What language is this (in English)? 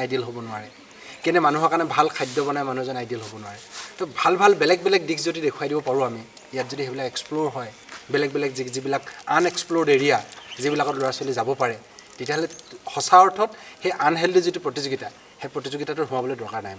Assamese